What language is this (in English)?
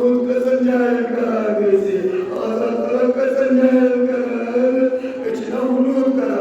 Kashmiri